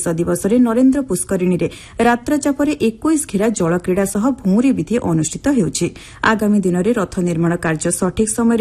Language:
Odia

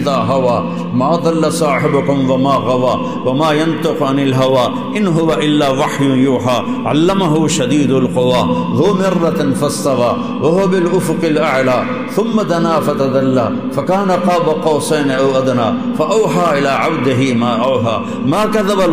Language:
Urdu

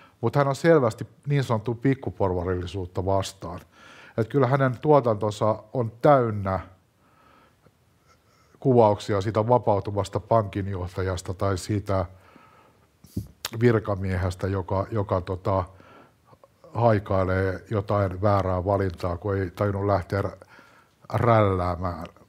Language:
Finnish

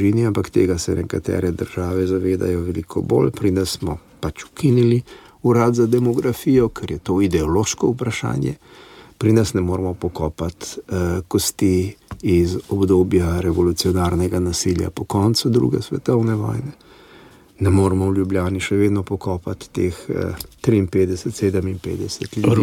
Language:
Slovenian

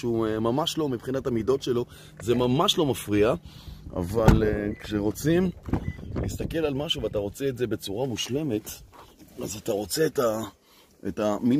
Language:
Hebrew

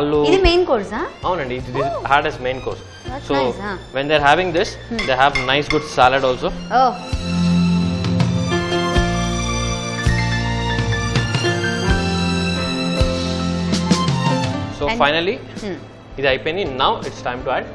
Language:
Telugu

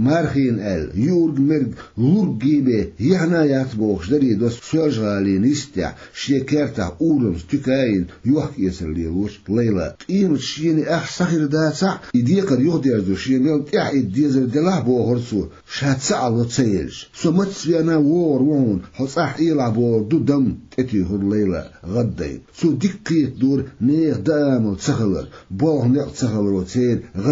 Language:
Chechen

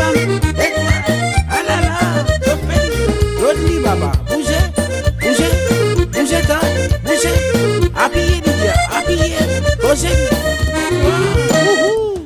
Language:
Réunion Creole French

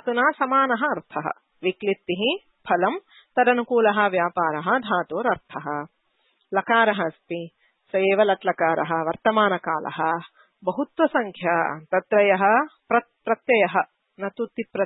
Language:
Sanskrit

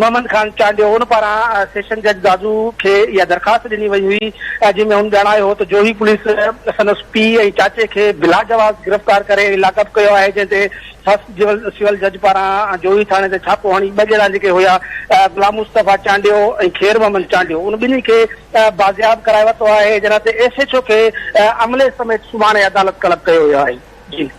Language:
Sindhi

